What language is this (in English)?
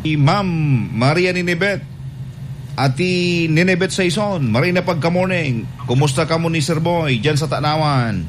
Bikol